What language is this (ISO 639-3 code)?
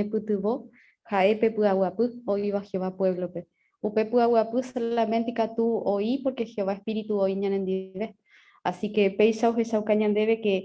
grn